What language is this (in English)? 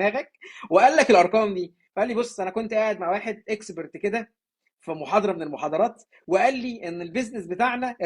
Egyptian Arabic